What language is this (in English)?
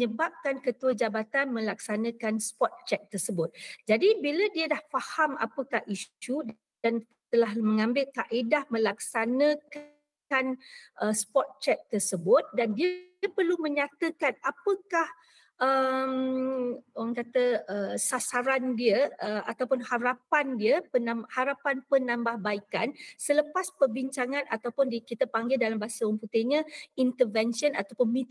Malay